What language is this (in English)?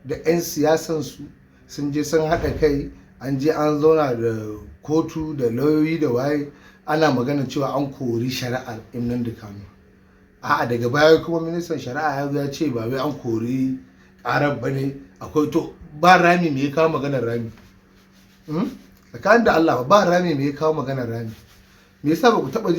Hausa